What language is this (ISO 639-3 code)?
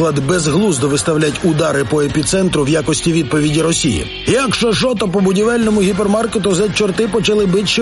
ukr